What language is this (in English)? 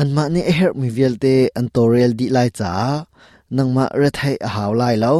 Hakha Chin